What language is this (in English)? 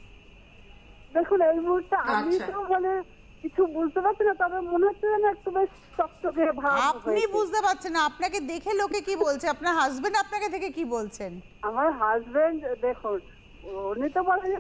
Bangla